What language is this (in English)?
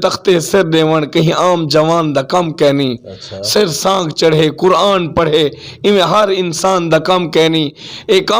Western Panjabi